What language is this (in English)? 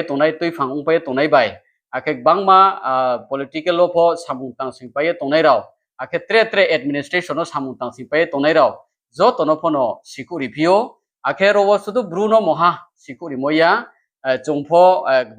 Riang (India)